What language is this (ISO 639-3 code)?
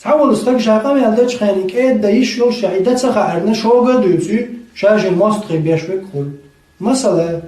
che